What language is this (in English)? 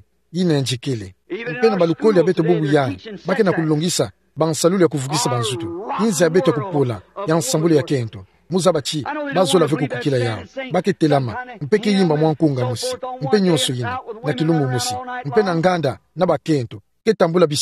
Kituba (Democratic Republic of Congo)